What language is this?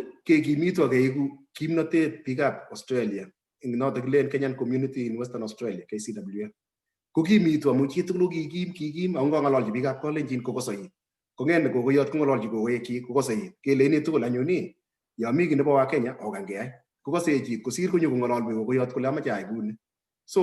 Kalenjin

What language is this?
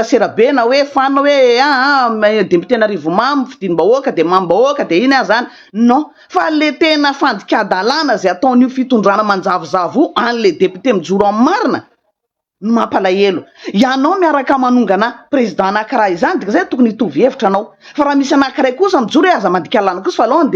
Malagasy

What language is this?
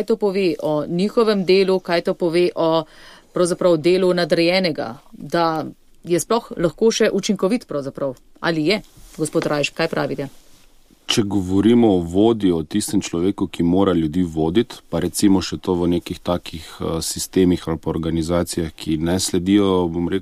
Slovenian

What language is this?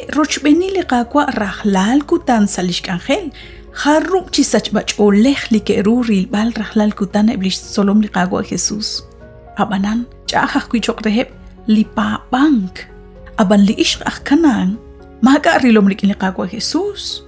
Kekchí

